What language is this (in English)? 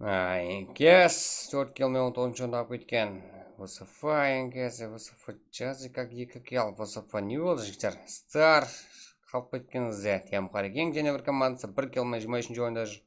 Kara-Kalpak